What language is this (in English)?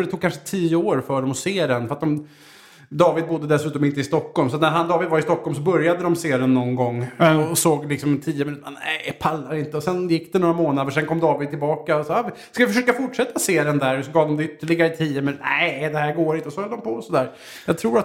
Swedish